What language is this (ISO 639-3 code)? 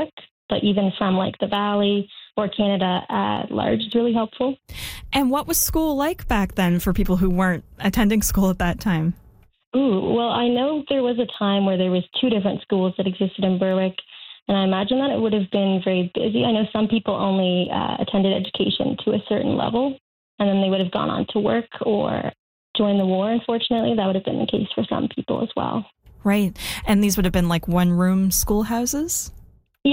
eng